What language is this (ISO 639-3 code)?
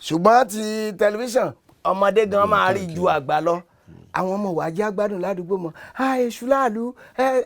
yor